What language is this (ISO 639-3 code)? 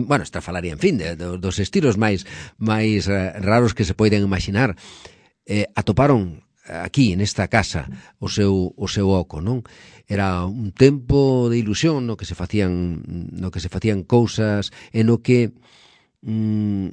glg